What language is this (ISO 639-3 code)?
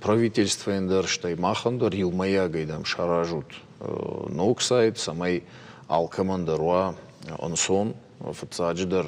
oss